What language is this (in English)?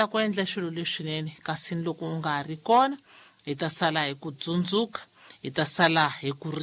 Tsonga